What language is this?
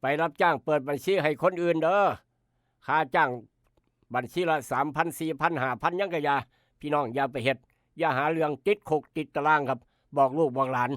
Northeastern Thai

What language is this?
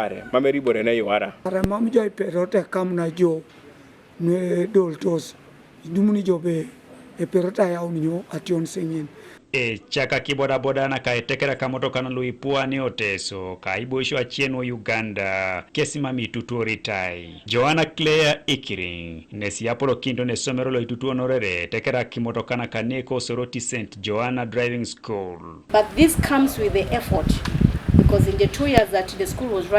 Teso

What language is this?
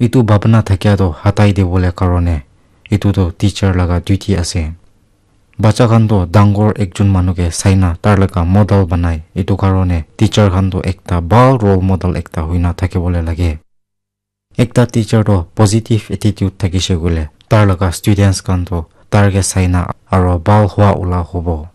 Naga Pidgin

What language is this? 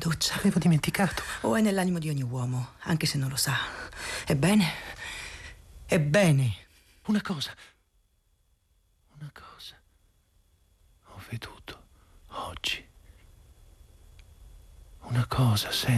Italian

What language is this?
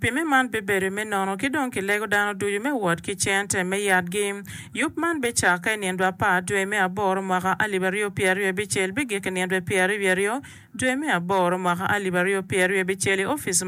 Acoli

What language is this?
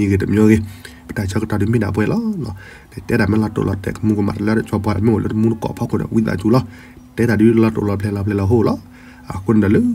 S'gaw Karen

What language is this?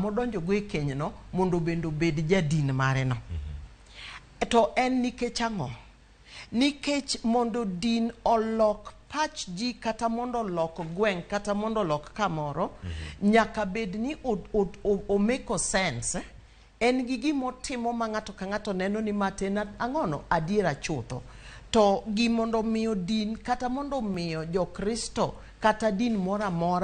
Luo (Kenya and Tanzania)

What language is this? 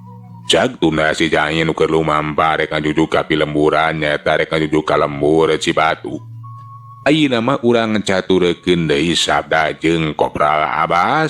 Sundanese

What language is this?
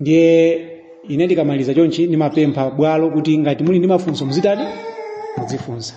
Nyanja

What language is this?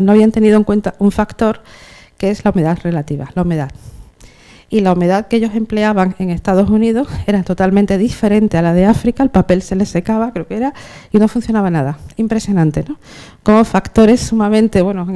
Spanish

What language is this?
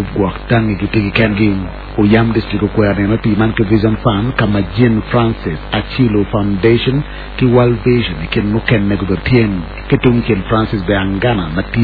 Acoli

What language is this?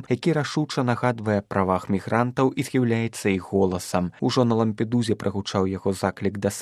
Belarusian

